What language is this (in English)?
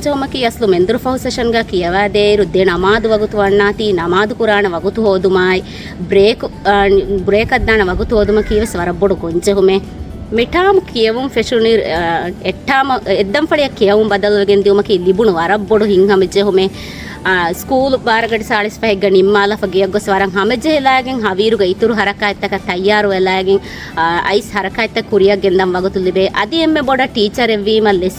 Divehi